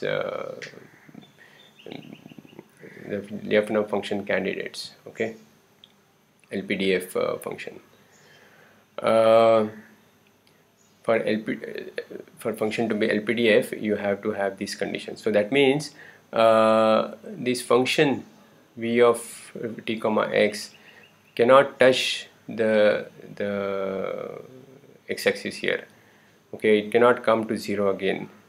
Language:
English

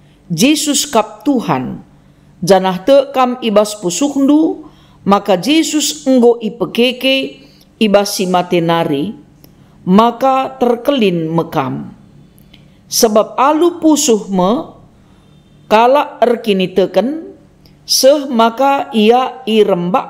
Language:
Batak Karo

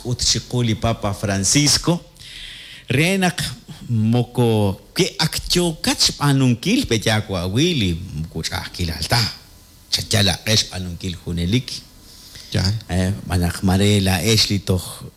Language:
Kekchí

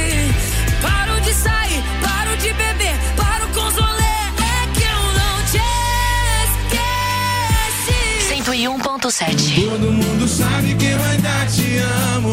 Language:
Portuguese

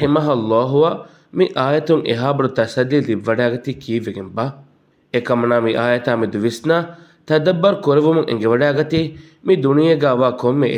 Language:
Divehi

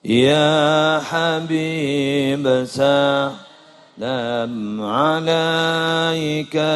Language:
Madurese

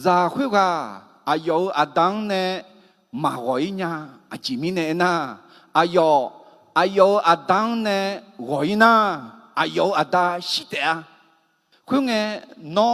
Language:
Akha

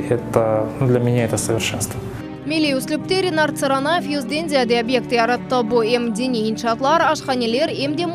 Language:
Crimean Tatar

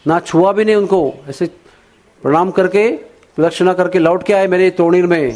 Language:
Hindi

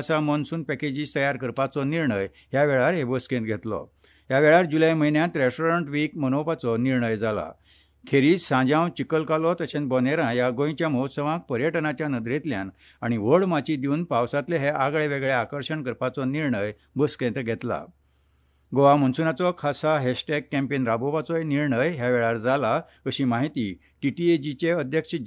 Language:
Konkani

